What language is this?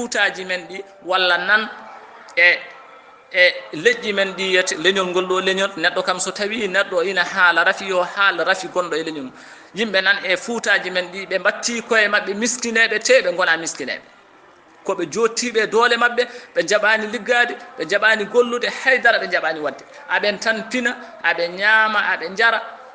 Fula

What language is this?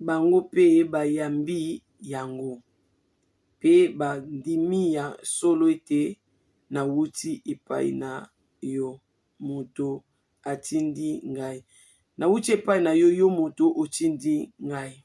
Lingala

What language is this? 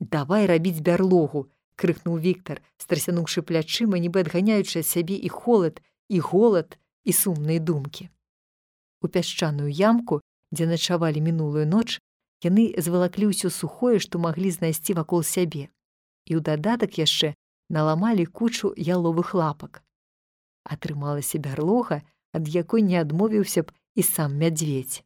Belarusian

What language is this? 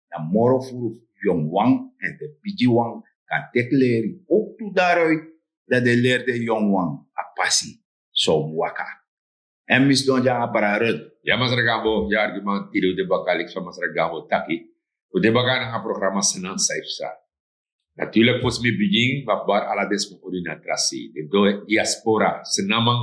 Sranan Tongo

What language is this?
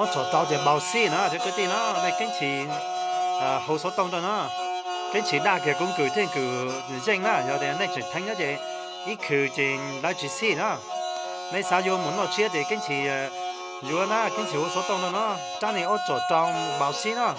Hmong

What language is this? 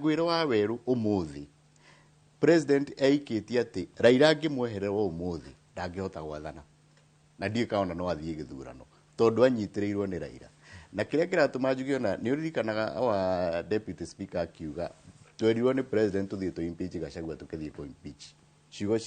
Kikuyu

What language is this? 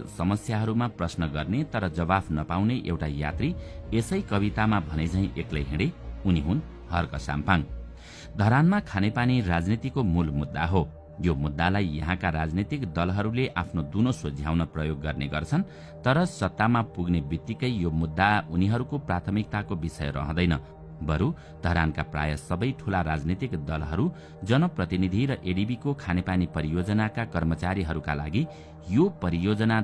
Nepali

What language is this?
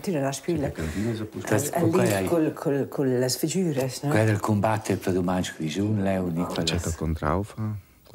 Romansh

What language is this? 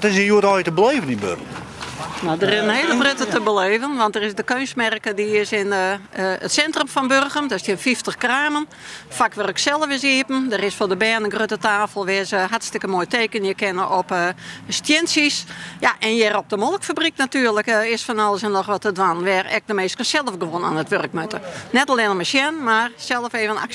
Western Frisian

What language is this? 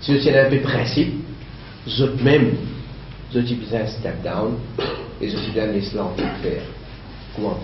Morisyen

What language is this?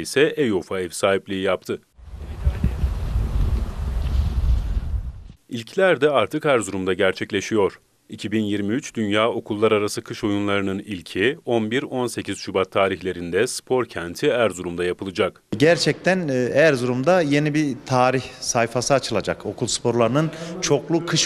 Turkish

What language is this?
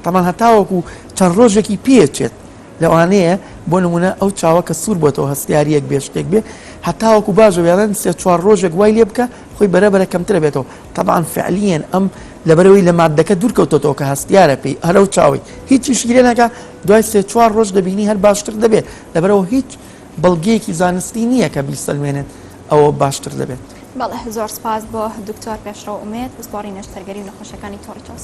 Central Kurdish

